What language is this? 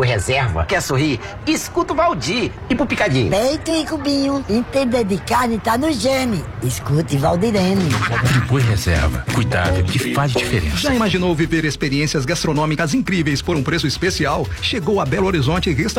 Portuguese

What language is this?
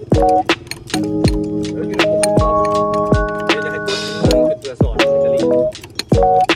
Lao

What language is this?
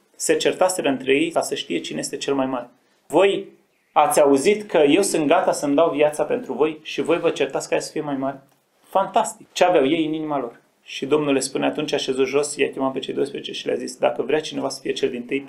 Romanian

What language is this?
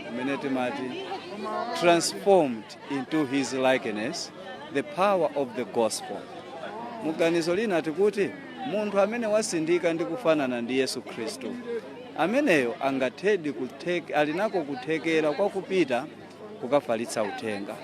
Nyanja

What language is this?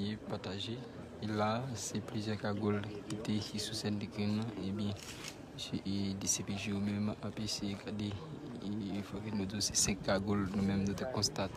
Haitian Creole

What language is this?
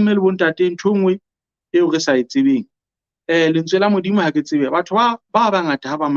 Southern Sotho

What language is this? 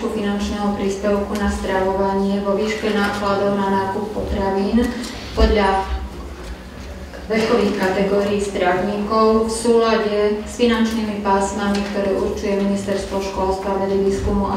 Slovak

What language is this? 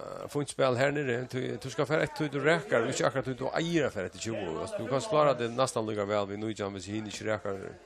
Faroese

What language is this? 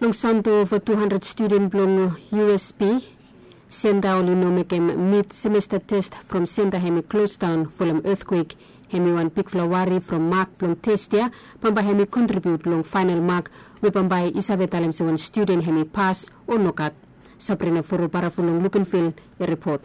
Bislama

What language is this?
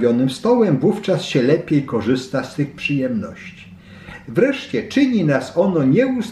Polish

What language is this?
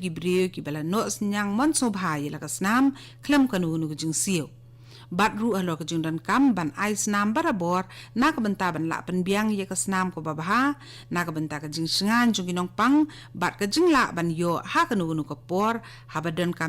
Khasi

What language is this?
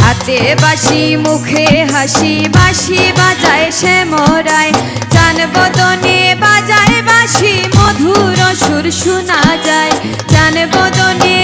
Sylheti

